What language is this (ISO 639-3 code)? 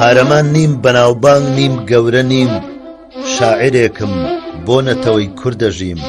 ckb